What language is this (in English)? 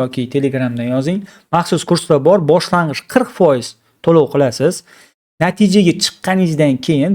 Uzbek